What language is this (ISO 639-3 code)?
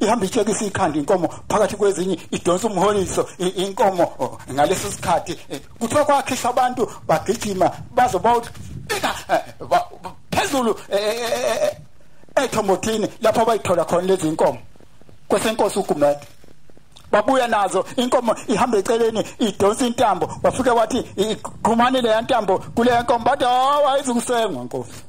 zul